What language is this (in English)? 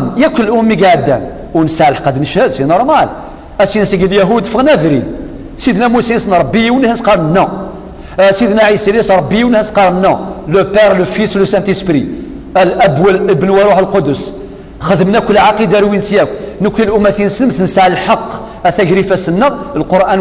Kabyle